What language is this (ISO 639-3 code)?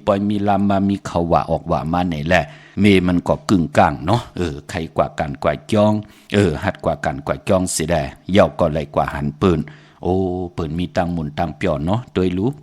shn